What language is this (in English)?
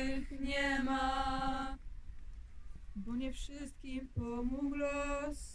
Polish